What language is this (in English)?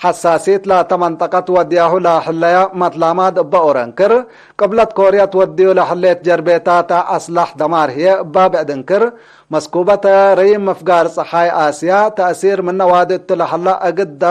Tigre